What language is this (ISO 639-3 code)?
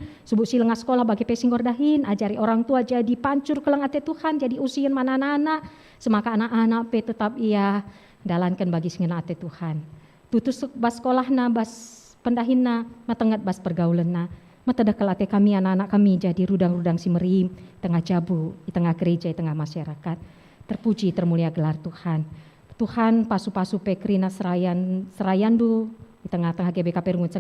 btx